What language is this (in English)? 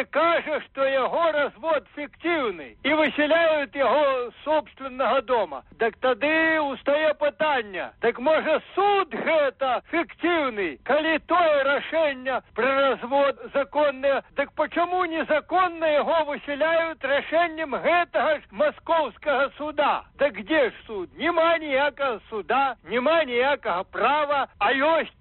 Belarusian